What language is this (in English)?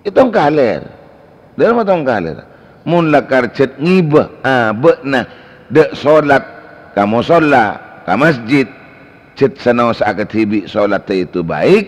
Madurese